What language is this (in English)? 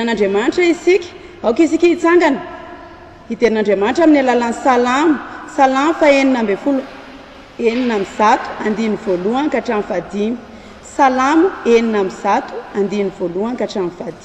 Malagasy